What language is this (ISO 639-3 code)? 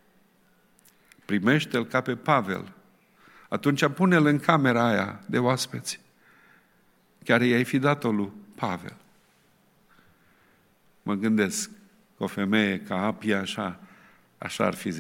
ron